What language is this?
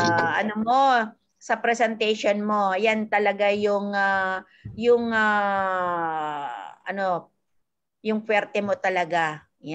Filipino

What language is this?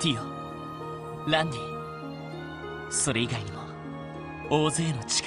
Japanese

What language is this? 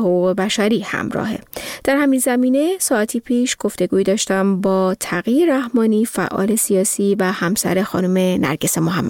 Persian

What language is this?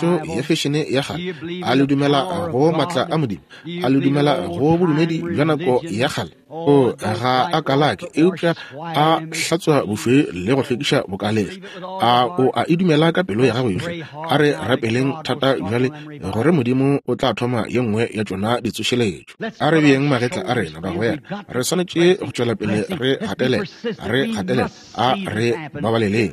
Northern Sotho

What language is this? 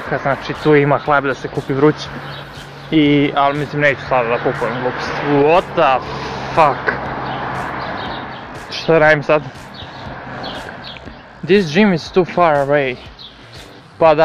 Serbian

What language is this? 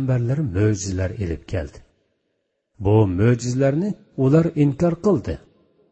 Uyghur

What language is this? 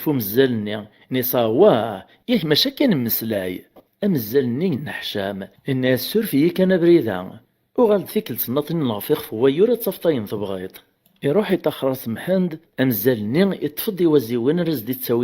Kabyle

